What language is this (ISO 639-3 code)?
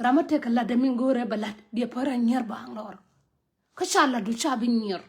nus